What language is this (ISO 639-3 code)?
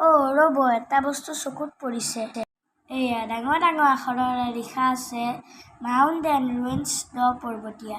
asm